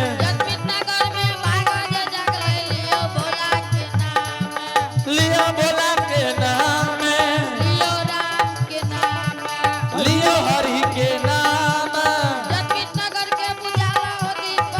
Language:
Angika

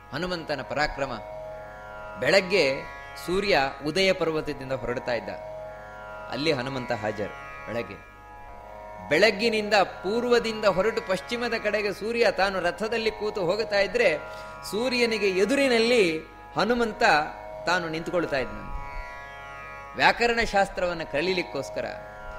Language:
Kannada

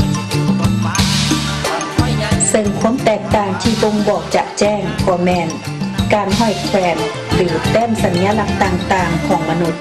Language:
Lao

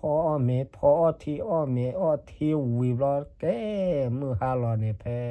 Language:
S'gaw Karen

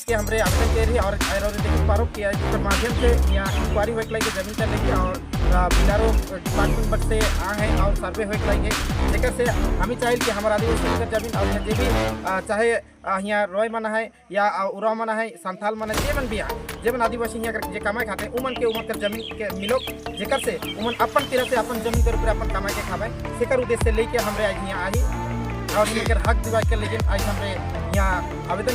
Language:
Sadri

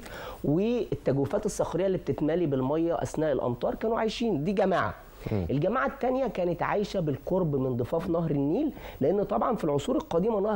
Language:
Egyptian Arabic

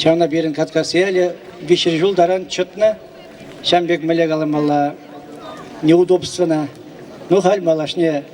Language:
Chuvash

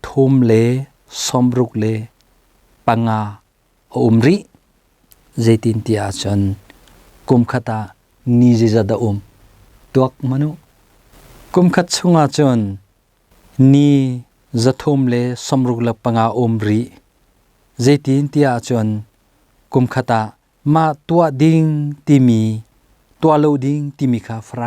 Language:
Hakha Chin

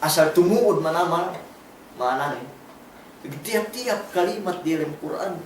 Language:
Yakan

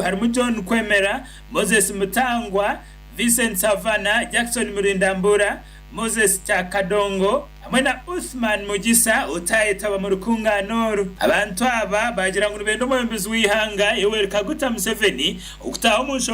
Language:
Nyankole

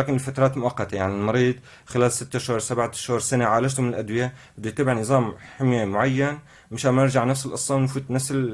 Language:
North Levantine Arabic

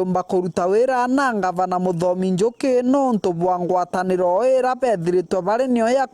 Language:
Meru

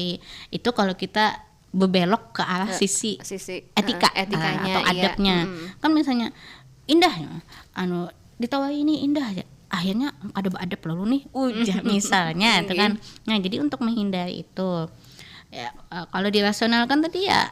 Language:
Banjar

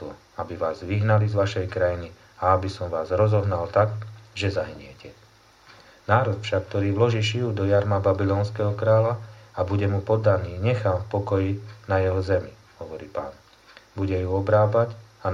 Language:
Slovak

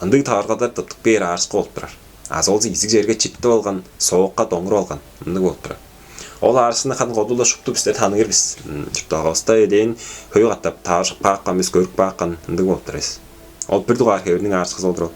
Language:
Tuvinian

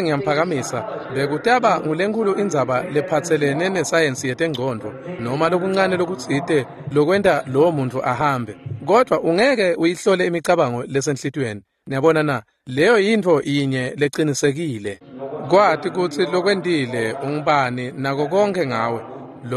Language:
Swati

